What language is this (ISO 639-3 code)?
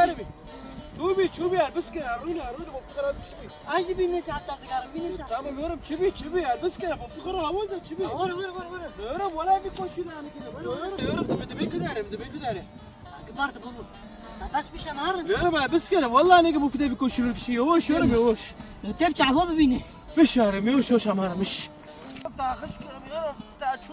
kur